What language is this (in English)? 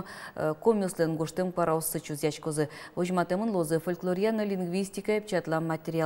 Udmurt